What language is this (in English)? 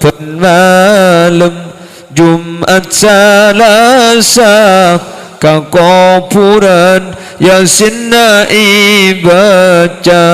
Madurese